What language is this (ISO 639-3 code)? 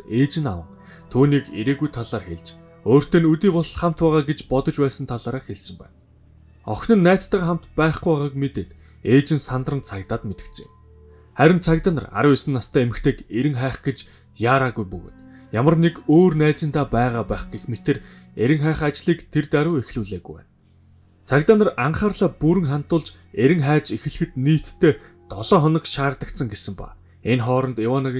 mon